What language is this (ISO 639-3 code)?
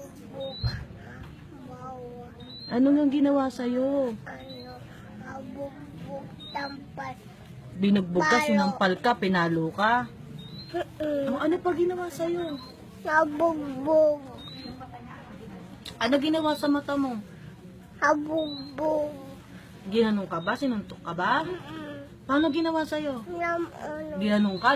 fil